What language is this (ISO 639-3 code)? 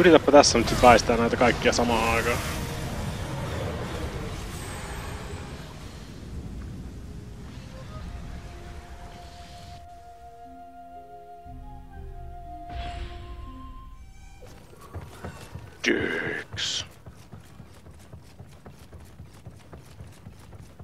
fin